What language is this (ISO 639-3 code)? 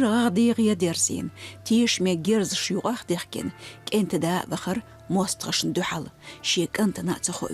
che